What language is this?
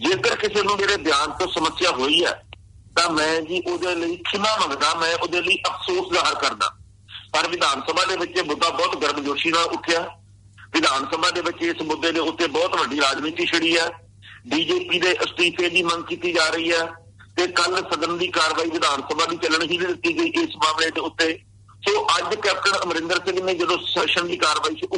Punjabi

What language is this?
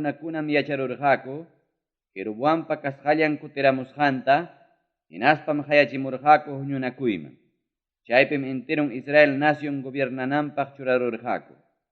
Ayacucho Quechua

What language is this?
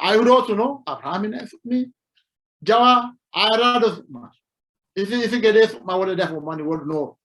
Sidamo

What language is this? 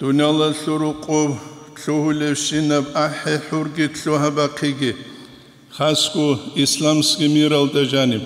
Avaric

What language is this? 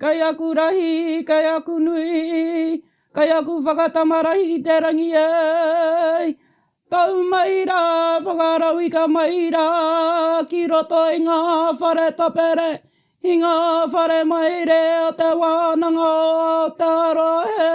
Māori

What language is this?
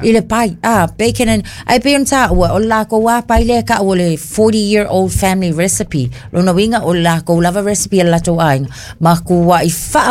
Samoan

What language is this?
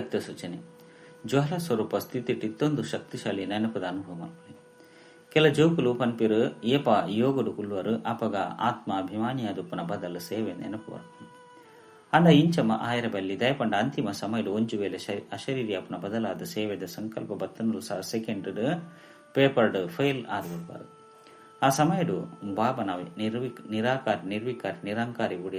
Tulu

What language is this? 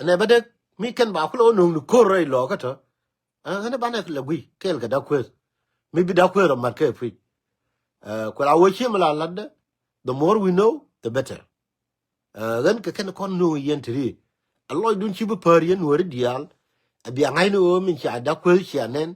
Nuer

